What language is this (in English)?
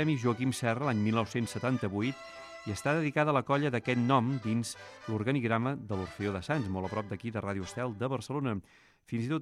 Catalan